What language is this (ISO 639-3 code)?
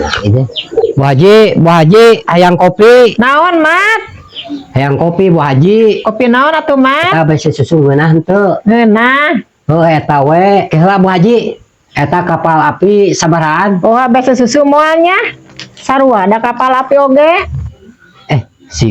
sun